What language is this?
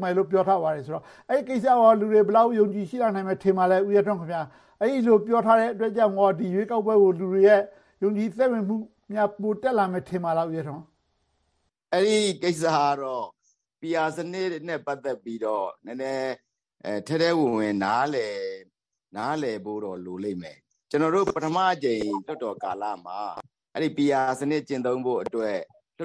Burmese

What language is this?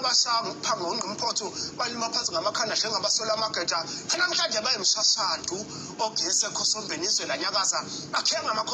Zulu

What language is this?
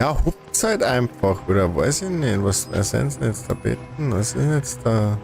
Bavarian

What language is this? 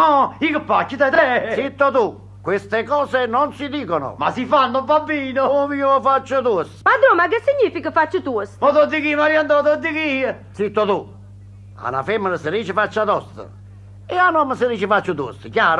Neapolitan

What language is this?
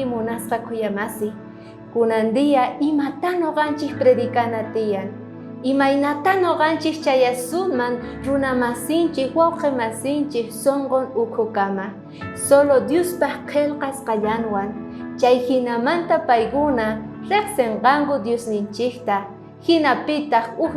South Bolivian Quechua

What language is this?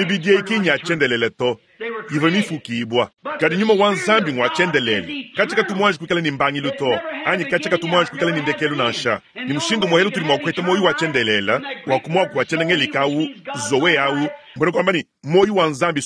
Luba-Lulua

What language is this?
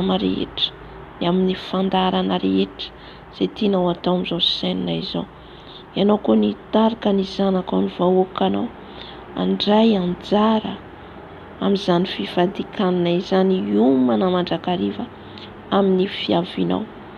Malagasy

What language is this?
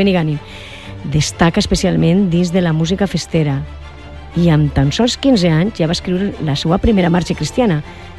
Catalan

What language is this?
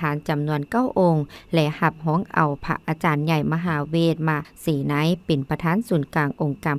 Lao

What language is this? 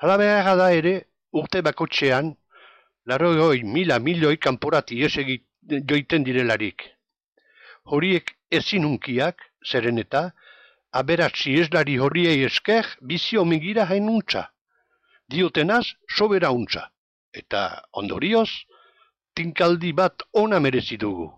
Basque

